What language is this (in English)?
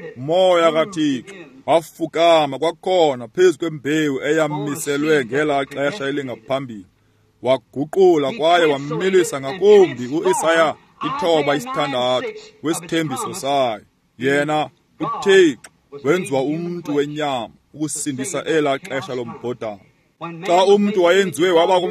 Xhosa